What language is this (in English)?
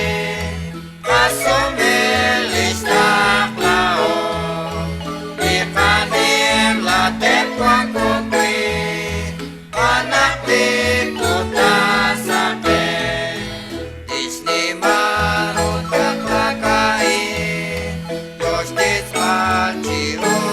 Kekchí